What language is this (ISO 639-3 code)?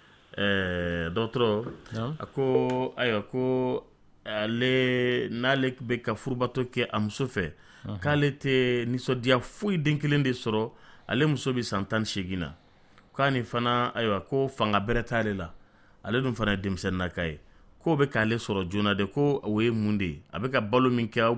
dyu